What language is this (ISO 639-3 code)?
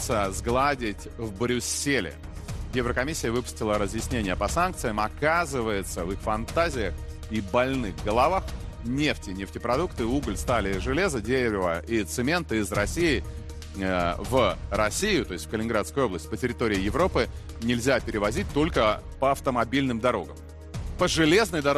rus